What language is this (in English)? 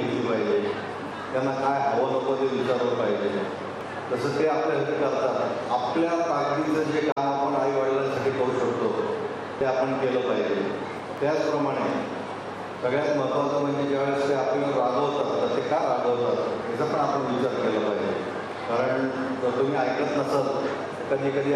Marathi